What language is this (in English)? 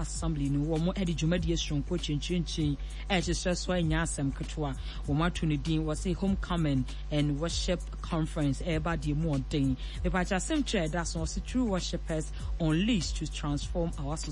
Akan